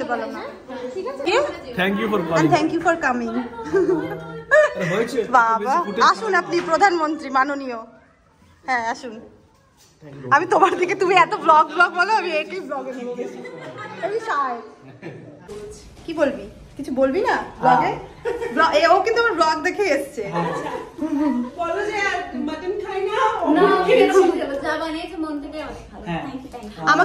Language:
Bangla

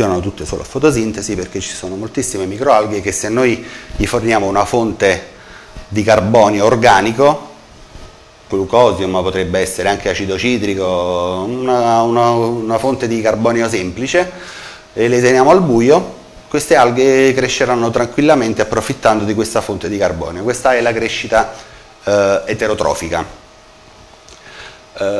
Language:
Italian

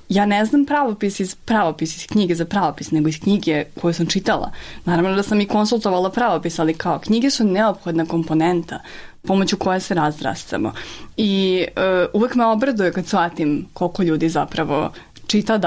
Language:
Serbian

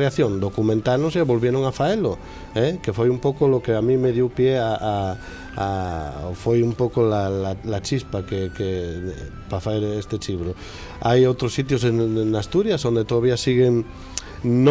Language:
Asturian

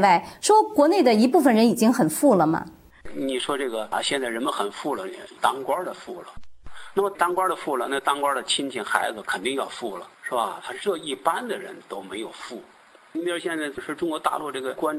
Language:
Chinese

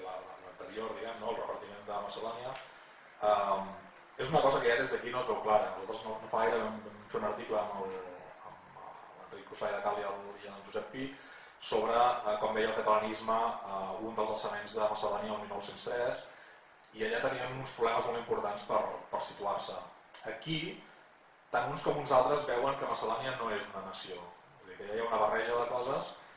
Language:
Catalan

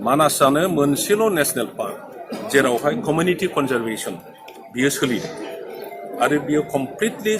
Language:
Bodo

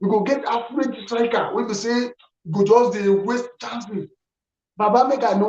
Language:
Nigerian Pidgin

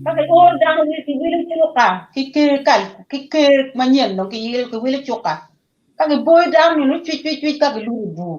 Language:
Acoli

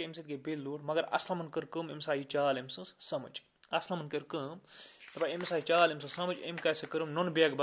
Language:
Kashmiri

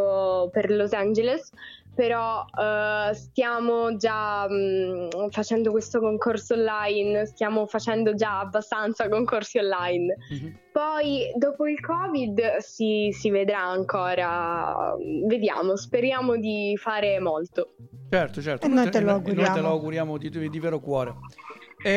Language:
Italian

